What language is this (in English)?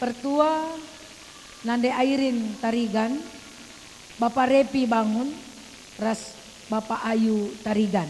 Batak Karo